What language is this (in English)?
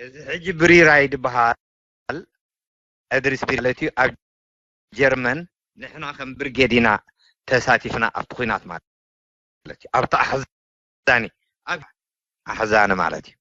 Tigrinya